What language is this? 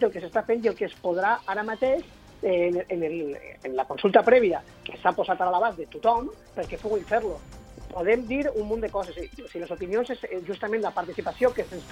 Catalan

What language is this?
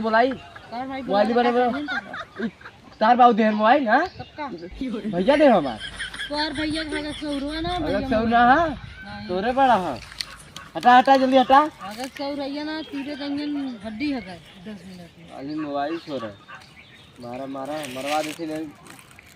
Bhojpuri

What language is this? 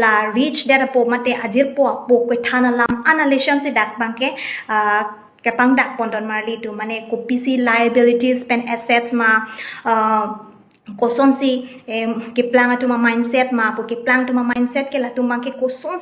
Karbi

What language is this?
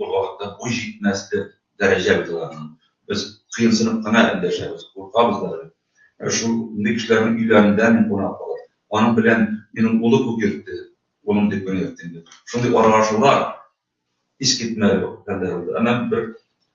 Bashkir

